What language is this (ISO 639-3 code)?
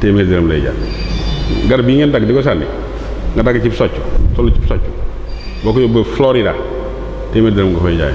wol